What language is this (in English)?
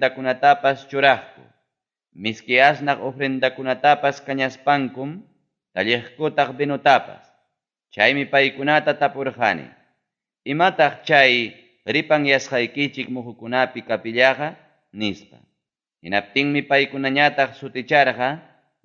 Ayacucho Quechua